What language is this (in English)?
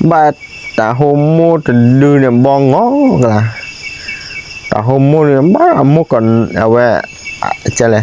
S'gaw Karen